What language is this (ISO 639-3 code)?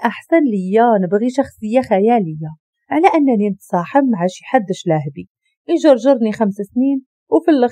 ary